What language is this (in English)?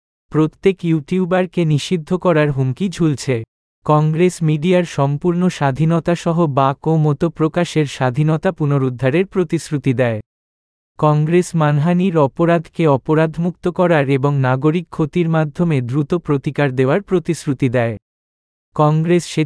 Bangla